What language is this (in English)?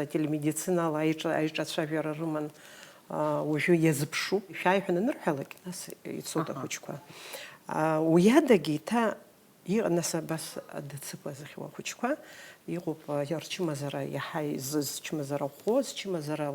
Abkhazian